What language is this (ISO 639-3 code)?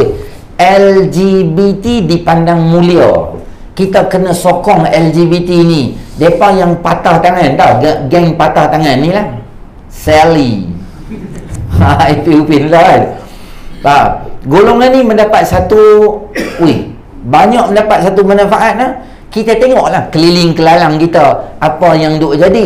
msa